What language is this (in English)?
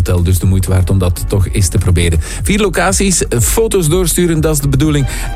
Dutch